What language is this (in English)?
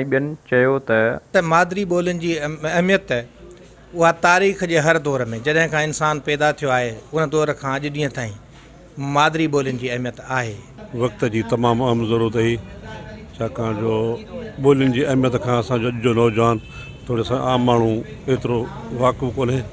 Sindhi